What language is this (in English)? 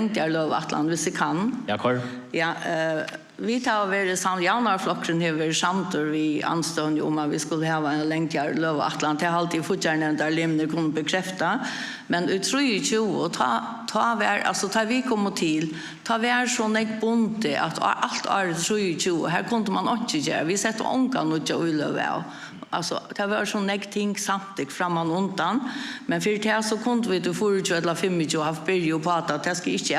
Faroese